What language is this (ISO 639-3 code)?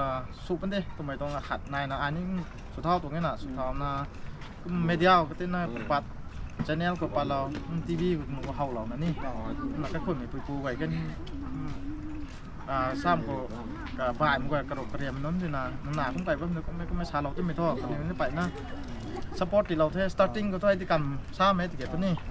nbu